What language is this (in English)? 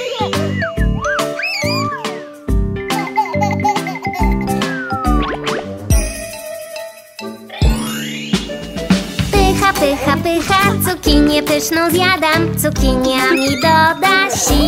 Polish